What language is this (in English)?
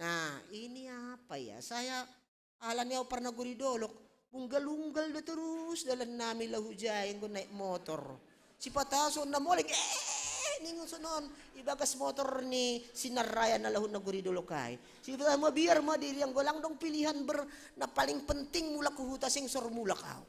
Batak Simalungun